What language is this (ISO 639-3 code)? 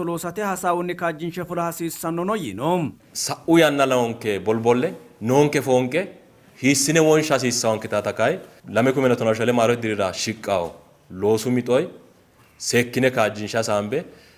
sid